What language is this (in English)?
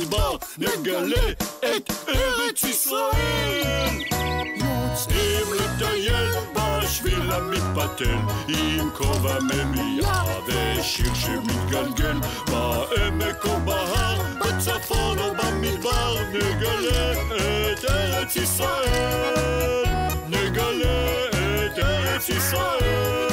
Hebrew